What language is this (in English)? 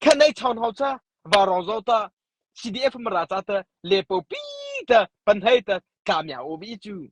Mara Chin